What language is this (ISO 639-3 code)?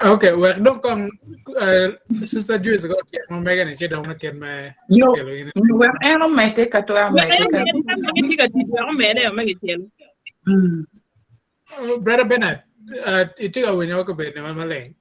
ach